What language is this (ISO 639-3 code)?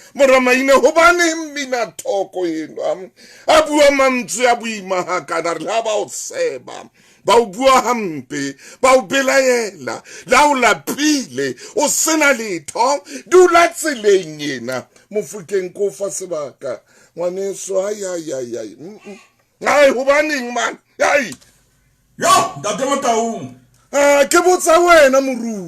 sot